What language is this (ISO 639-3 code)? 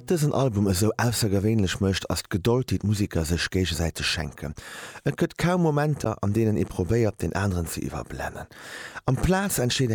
ltz